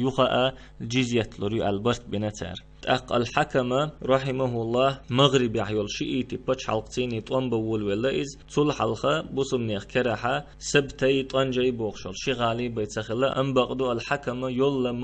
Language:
Chechen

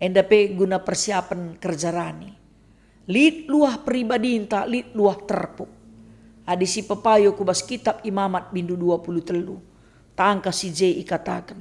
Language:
Batak Karo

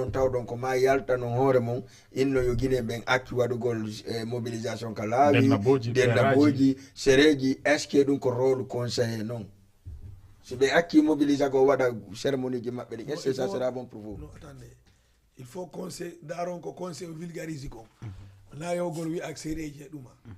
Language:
Fula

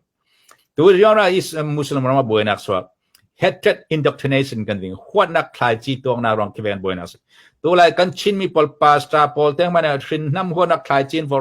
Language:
Falam Chin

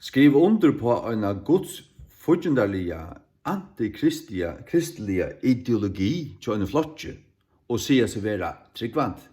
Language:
Faroese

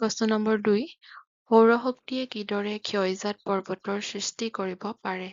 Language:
Assamese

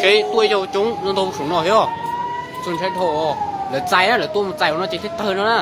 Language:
Hmong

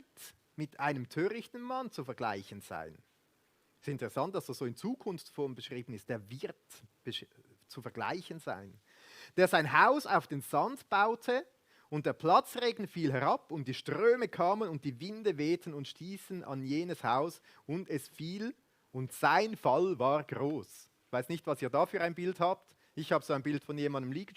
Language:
Swiss German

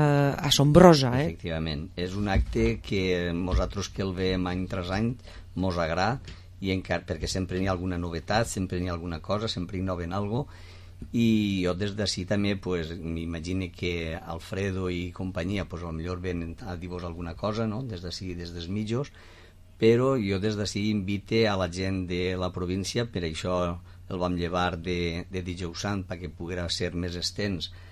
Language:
Catalan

